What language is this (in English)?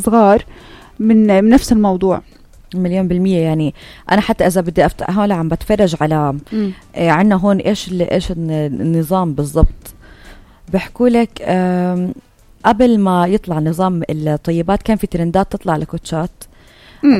North Levantine Arabic